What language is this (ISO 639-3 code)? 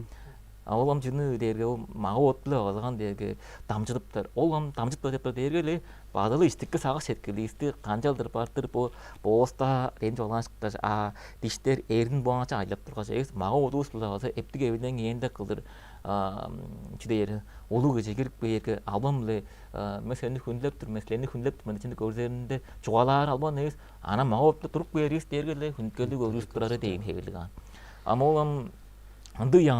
tyv